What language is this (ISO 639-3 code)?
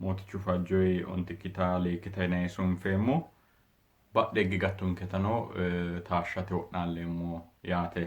sid